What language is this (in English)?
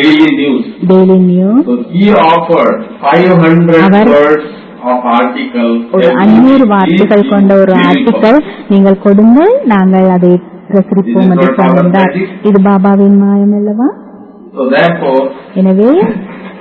Tamil